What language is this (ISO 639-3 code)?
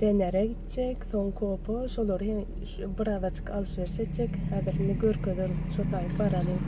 tuk